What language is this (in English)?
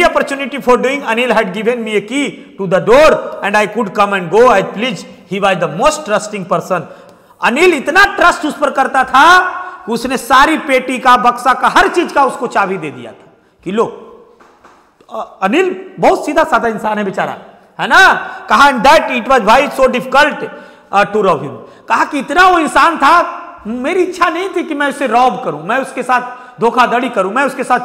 Hindi